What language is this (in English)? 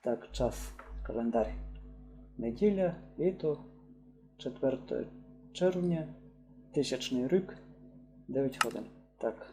Rusyn